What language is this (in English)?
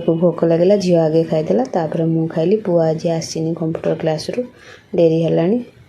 Odia